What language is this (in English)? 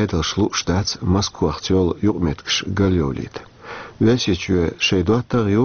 Chechen